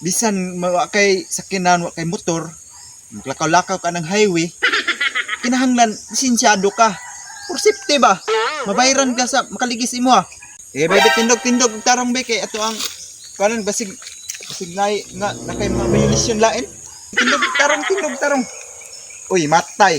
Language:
Cebuano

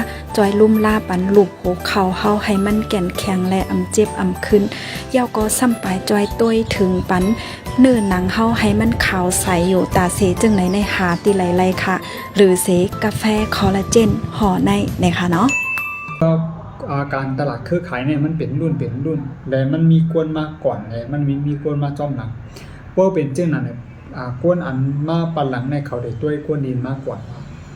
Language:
Shan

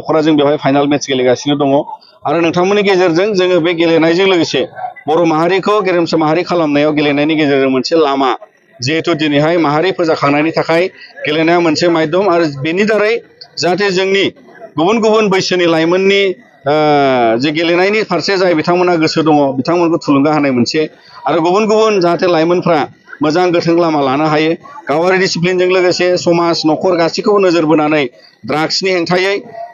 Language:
Bodo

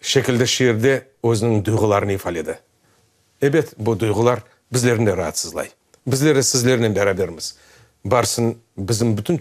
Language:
Crimean Tatar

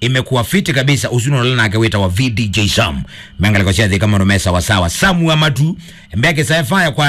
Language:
Kamba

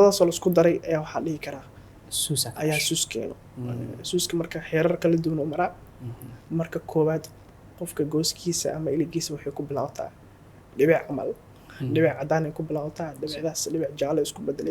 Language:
Somali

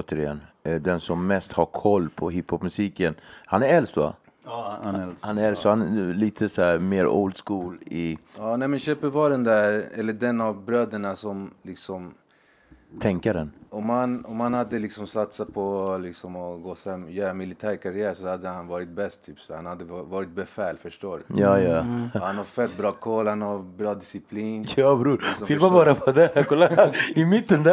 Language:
Swedish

